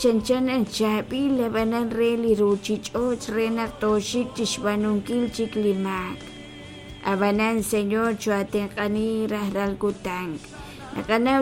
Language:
Kekchí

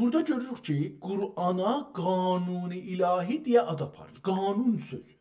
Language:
South Azerbaijani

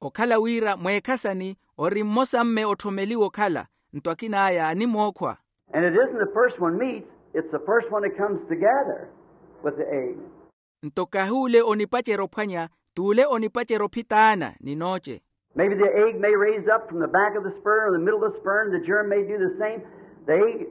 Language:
Makhuwa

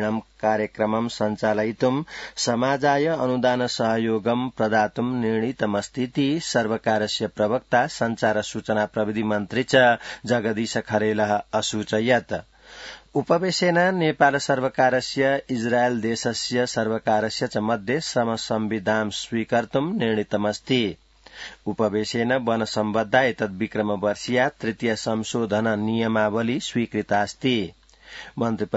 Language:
Sanskrit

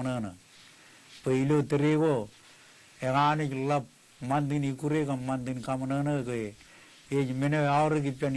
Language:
Marshallese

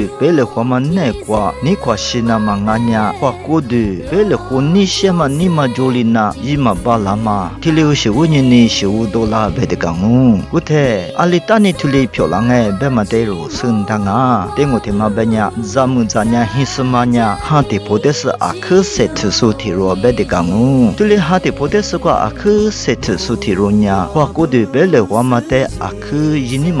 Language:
Lisu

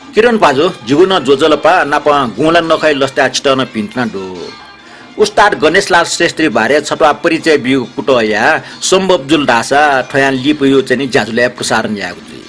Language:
Newari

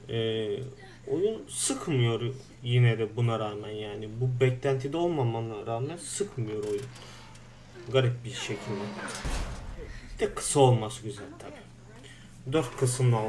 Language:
Turkish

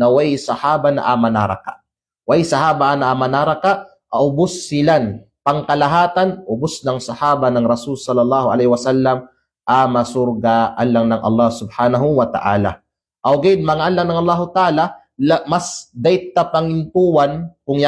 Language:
Kalagan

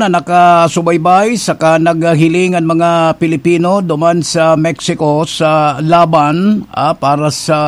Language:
Bikol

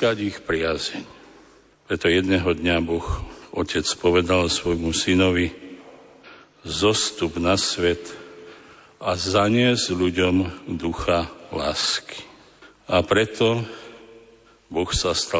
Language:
Slovak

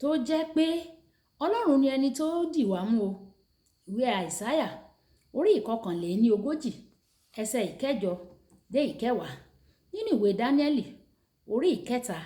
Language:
Yoruba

